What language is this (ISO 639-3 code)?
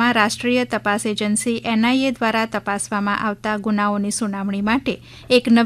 guj